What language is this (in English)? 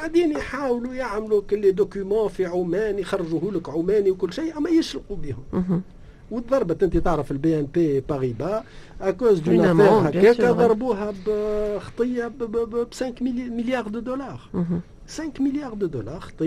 Tunisian Arabic